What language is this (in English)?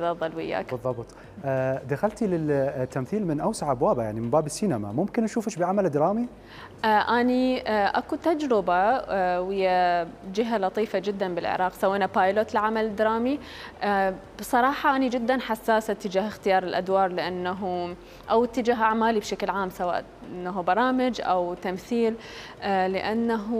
Mesopotamian Arabic